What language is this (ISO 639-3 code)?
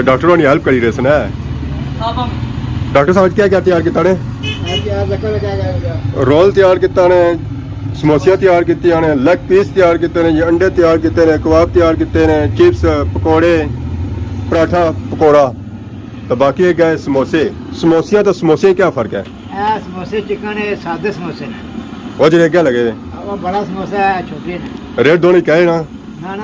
phr